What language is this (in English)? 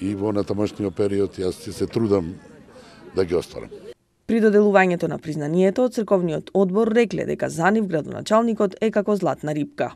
Macedonian